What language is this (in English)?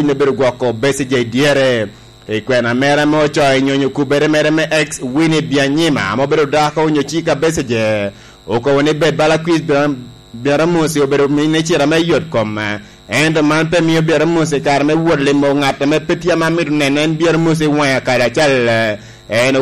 Lango (Uganda)